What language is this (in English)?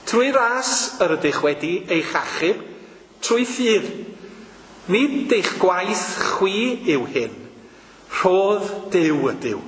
Welsh